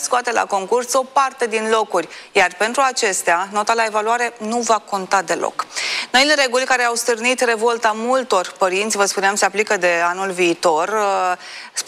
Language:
Romanian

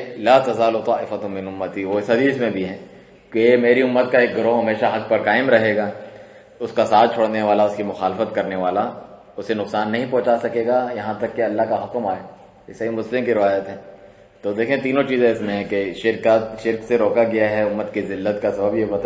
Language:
Urdu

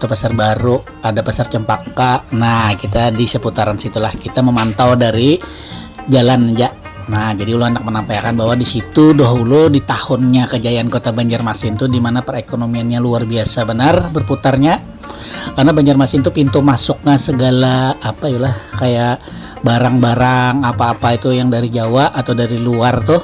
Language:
Banjar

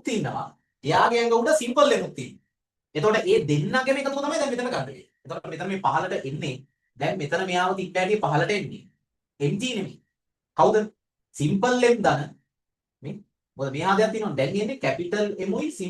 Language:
Sinhala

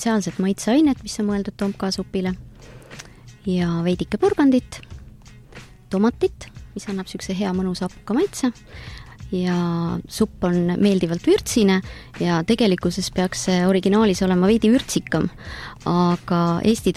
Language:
Estonian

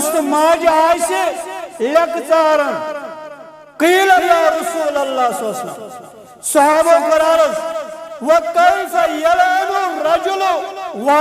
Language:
Kashmiri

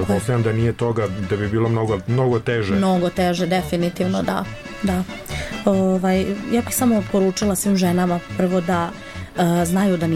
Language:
Serbian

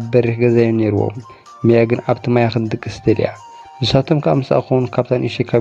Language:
Tigrinya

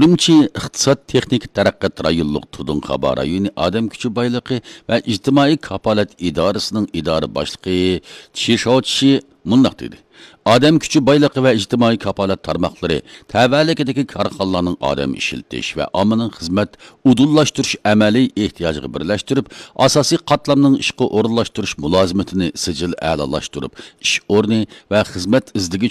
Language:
Uyghur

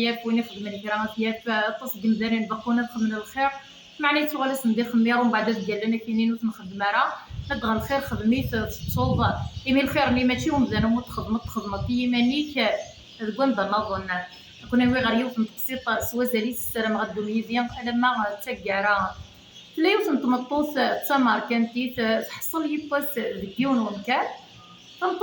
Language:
Kabyle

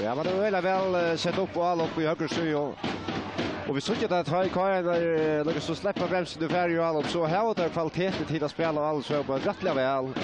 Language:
Faroese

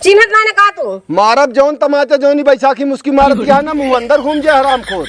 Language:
Awadhi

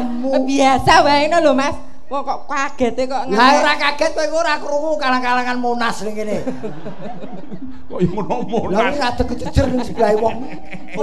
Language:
Javanese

